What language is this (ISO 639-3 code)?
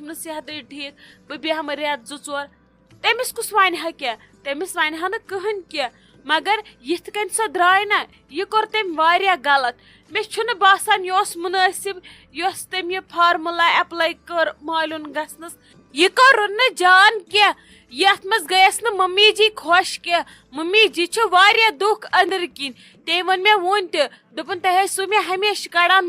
kas